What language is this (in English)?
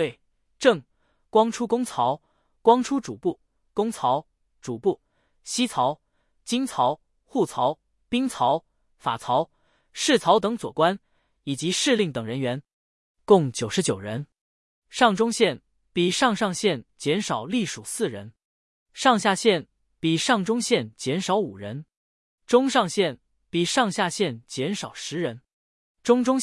Chinese